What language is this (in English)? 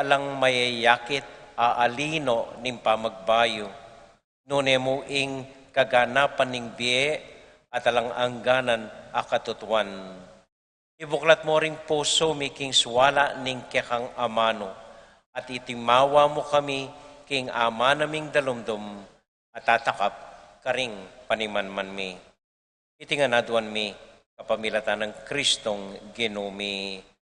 Pampanga